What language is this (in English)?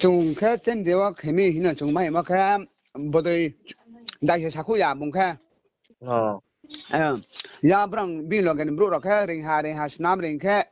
Riang (India)